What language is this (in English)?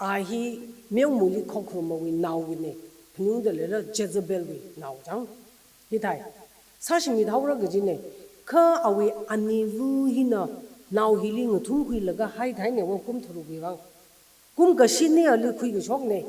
Tangkhul Naga (India)